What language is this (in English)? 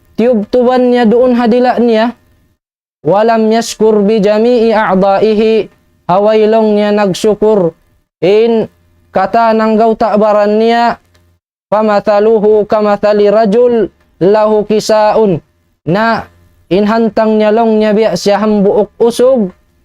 Tausug